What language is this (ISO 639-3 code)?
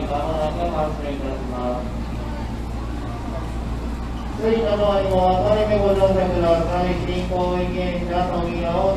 jpn